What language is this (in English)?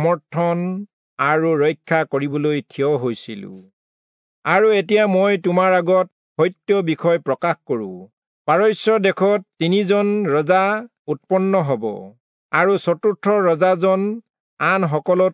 Assamese